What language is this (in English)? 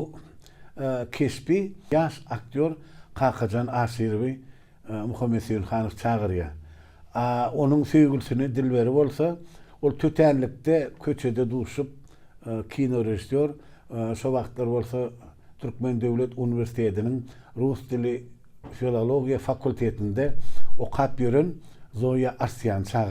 Turkmen